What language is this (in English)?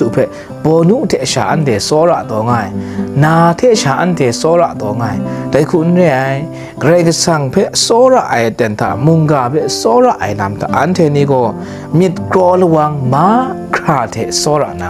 Kachin